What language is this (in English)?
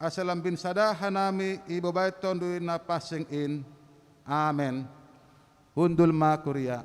Batak Simalungun